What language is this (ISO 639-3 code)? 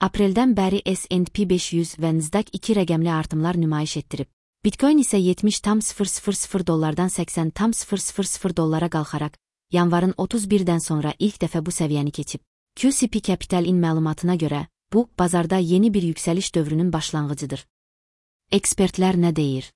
aze